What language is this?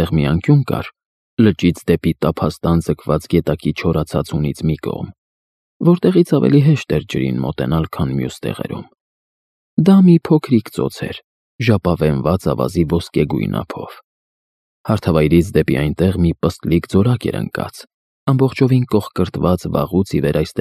Armenian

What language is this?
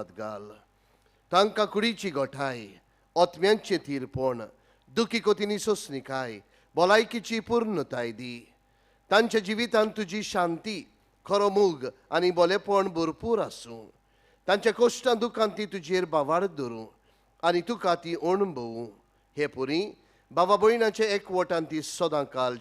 Konkani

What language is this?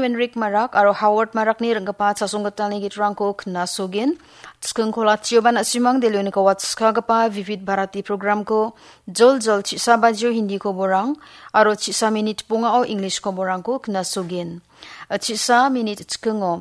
Garo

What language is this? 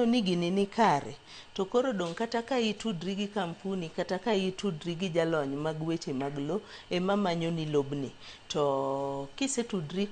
Luo (Kenya and Tanzania)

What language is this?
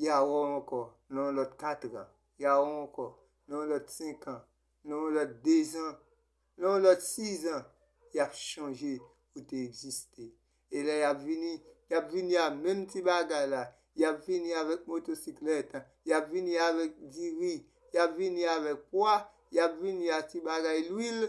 Haitian Creole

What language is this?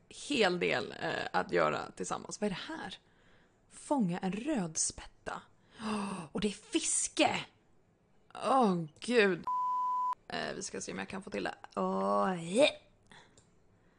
Swedish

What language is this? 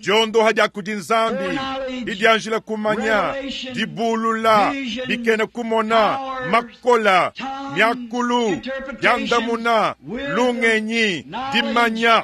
Luba-Lulua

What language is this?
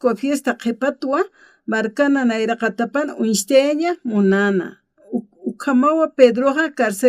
Aymara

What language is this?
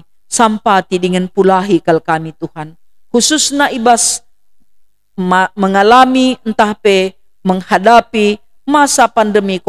Batak Karo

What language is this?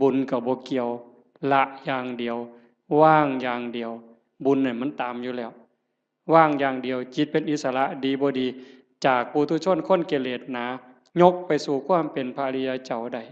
Northeastern Thai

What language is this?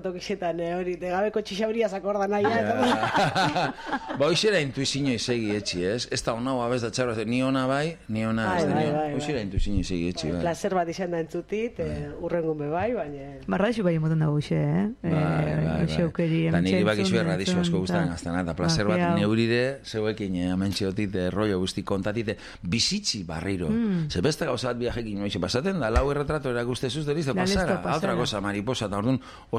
Basque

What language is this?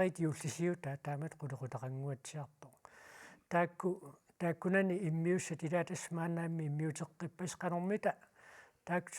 Kalaallisut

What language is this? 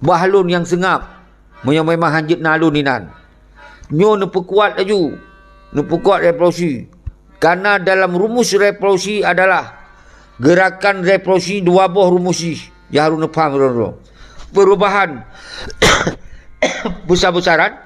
Achinese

